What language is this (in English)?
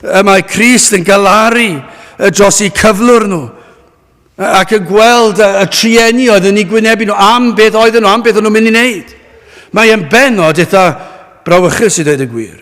Welsh